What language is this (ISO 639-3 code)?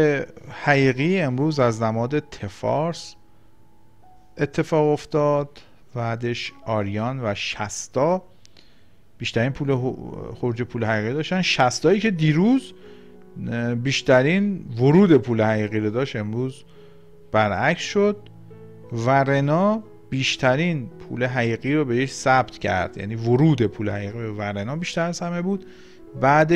fas